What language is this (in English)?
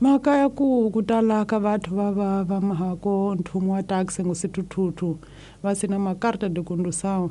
Tsonga